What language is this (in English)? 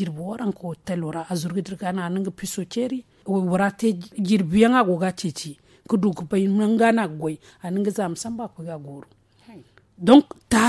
Zarma